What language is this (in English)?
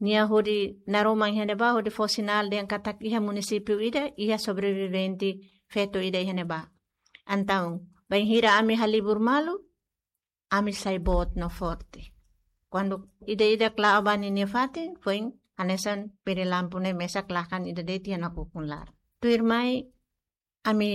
Tetum